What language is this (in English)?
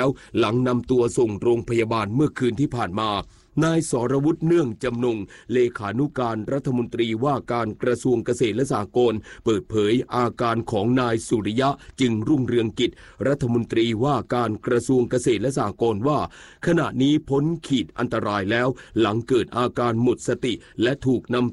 Thai